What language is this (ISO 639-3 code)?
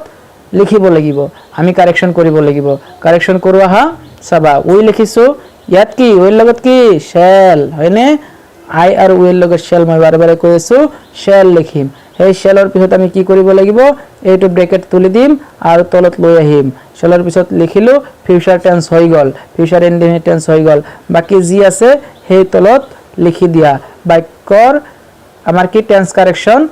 asm